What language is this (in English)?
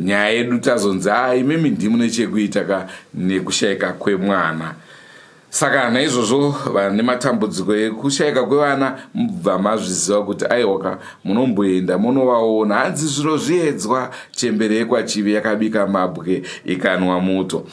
Shona